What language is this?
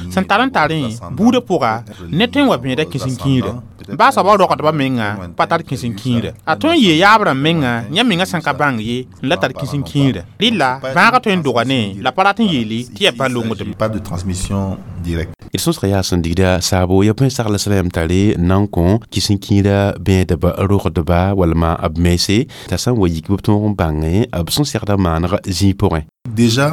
Mossi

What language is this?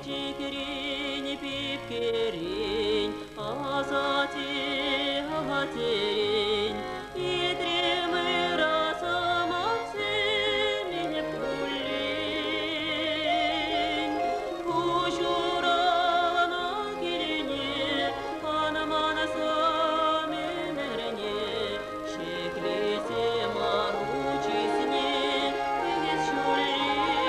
Chuvash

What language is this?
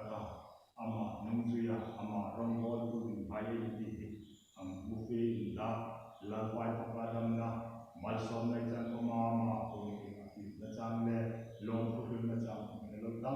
Hmar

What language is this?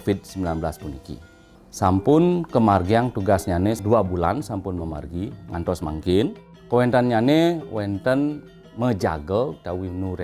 Balinese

